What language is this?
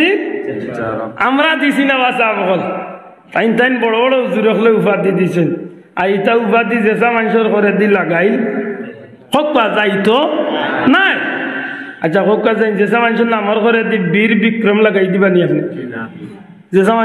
Sylheti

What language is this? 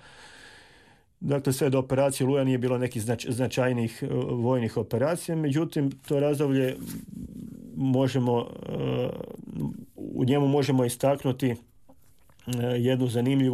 Croatian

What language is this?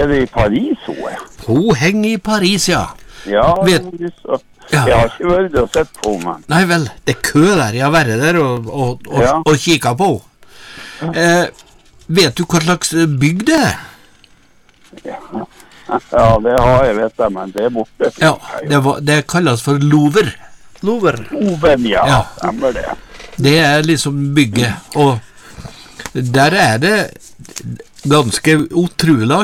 Norwegian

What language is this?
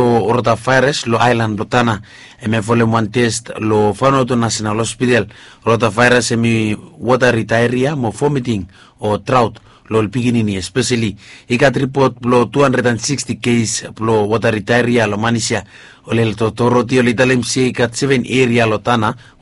Bislama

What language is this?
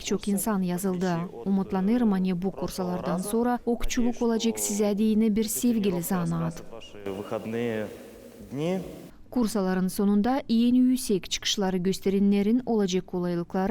Gagauz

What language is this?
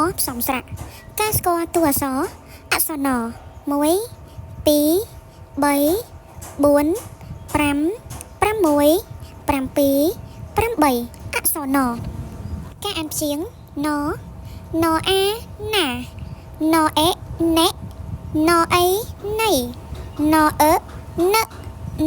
Khmer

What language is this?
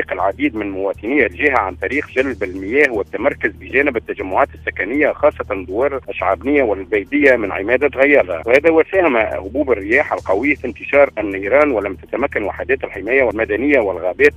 Tunisian Arabic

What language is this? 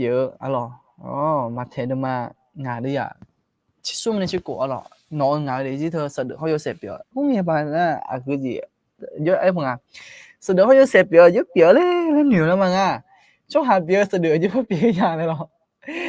Akha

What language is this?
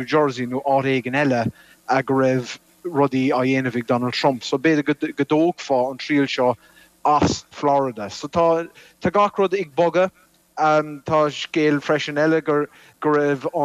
Irish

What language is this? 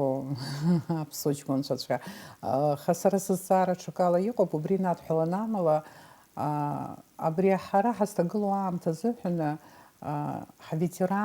Abkhazian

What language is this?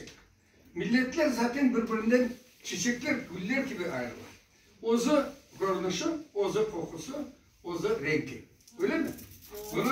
Crimean Tatar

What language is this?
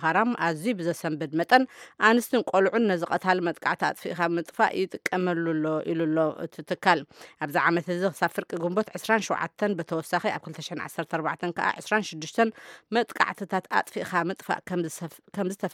Tigrinya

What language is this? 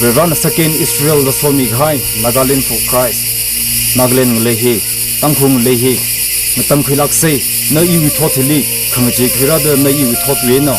Tangkhul Naga (India)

